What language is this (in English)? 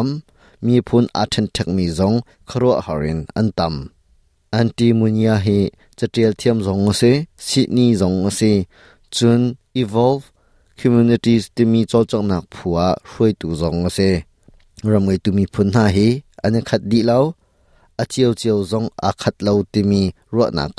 Hakha Chin